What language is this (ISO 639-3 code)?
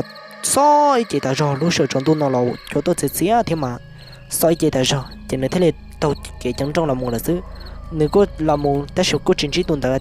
hmn